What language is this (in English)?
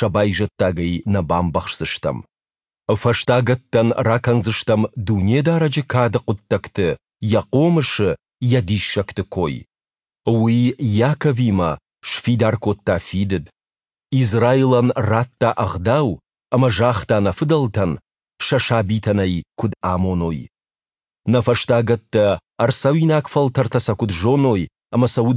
Ossetic